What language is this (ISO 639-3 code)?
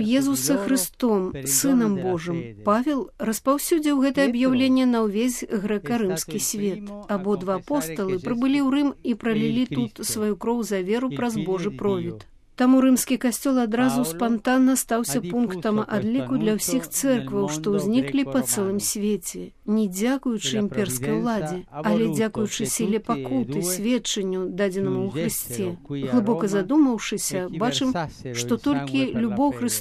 bel